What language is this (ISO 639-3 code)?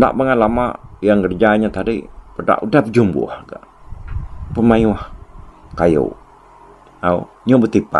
iba